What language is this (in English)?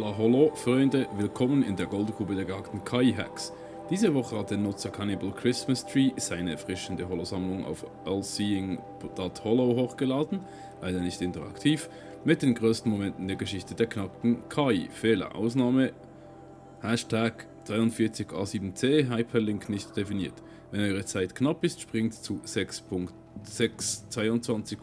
Swiss German